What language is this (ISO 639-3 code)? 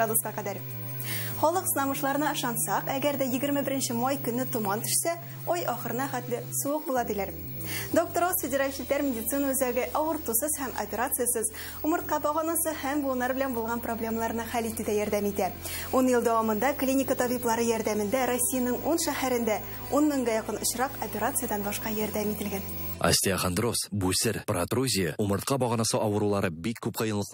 tat